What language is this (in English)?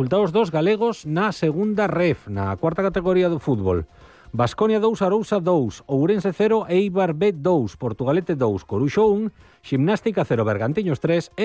Galician